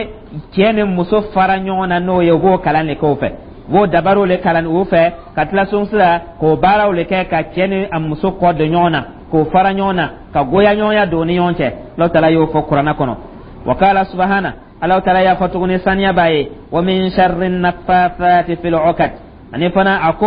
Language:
Dyula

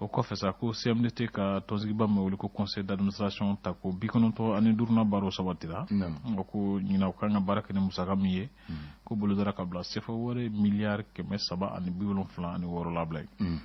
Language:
Bambara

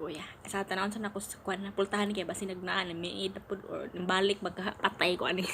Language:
Cebuano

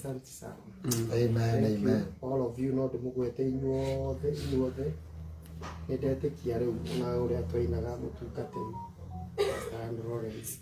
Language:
Kikuyu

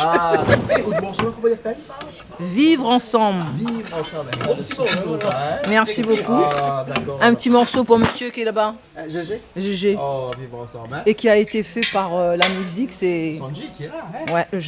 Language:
Réunion Creole French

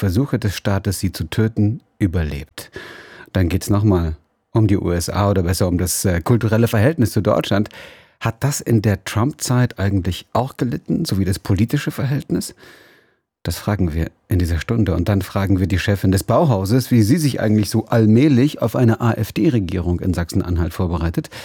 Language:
German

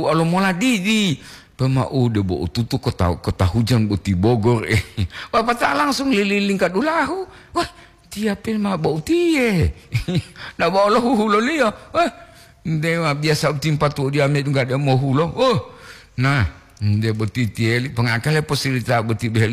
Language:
Gorontalo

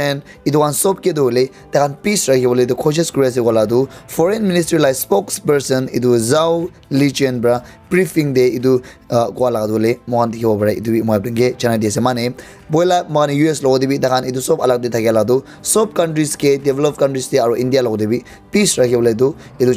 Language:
Naga Pidgin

